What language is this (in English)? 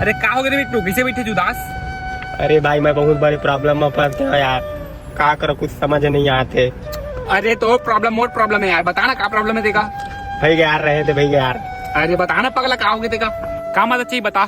Chhattisgarhi